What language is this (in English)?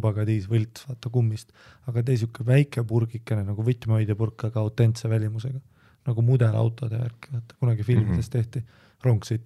Estonian